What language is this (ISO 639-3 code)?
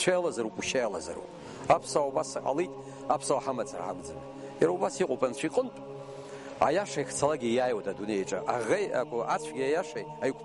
abk